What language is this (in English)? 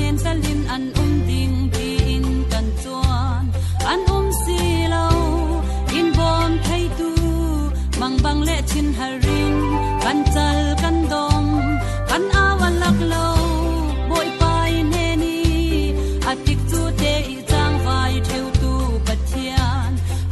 Falam Chin